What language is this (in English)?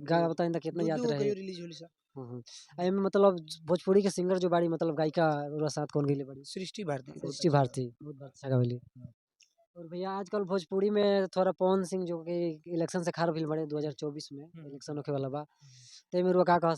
Bhojpuri